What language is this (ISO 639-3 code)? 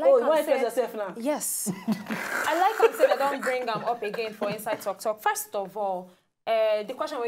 pcm